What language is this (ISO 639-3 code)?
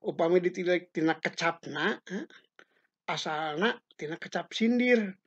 sun